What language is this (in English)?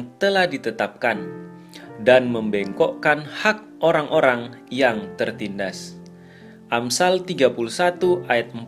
Indonesian